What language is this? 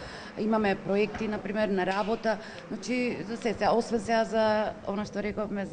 Macedonian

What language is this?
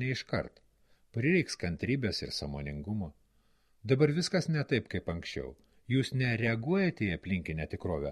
Lithuanian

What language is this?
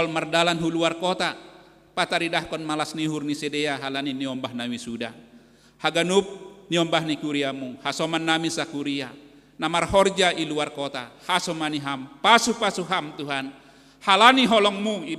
Batak Simalungun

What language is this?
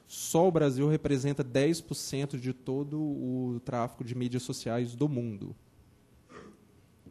Portuguese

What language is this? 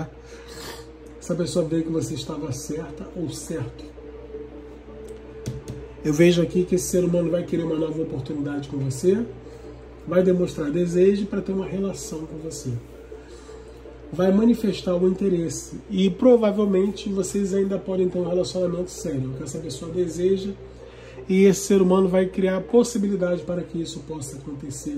Portuguese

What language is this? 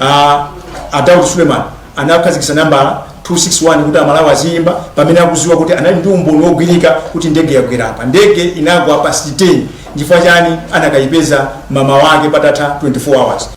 Nyanja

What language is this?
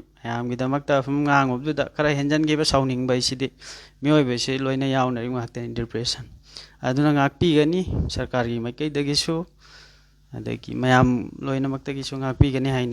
Manipuri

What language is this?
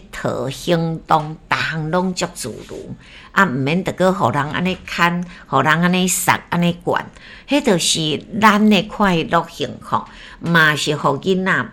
Min Nan Chinese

